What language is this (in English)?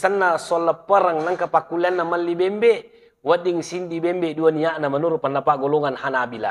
Buginese